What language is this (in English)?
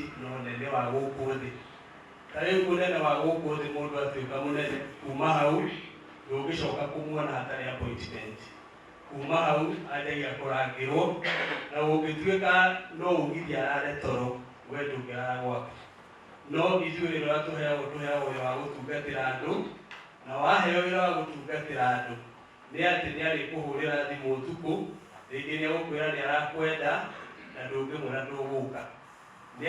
Kikuyu